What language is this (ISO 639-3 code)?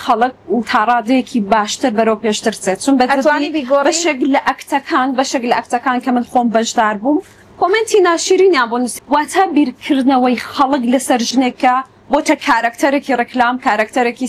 ckb